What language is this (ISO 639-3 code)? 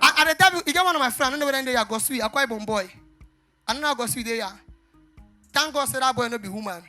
pcm